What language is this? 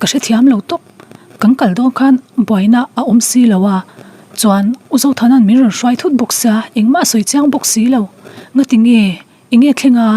Mizo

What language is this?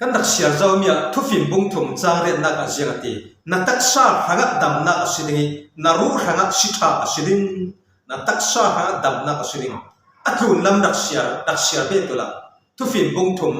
Falam Chin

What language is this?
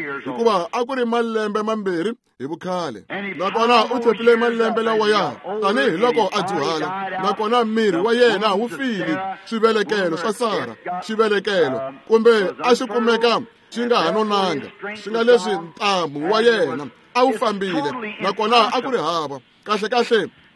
Tsonga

